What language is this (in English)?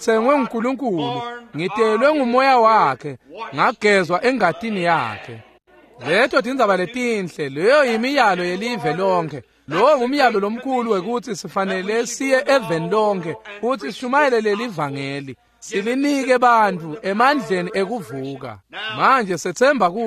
Swati